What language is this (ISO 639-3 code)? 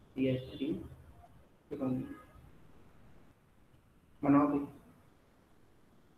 hin